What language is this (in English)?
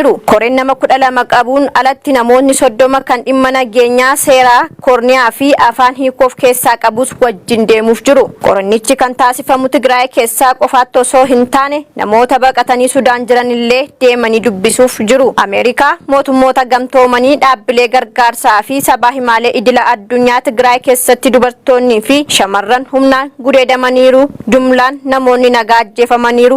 Oromo